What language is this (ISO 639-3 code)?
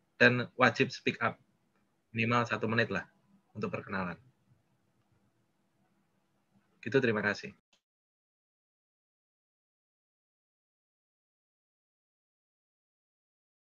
ind